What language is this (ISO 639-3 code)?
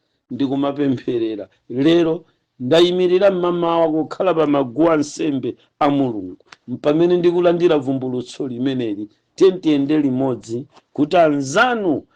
nya